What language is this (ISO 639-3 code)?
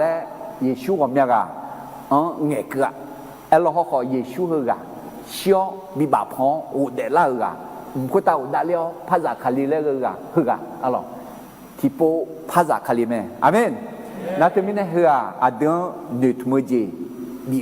ahk